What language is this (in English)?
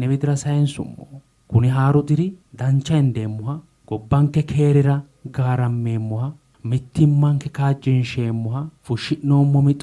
Sidamo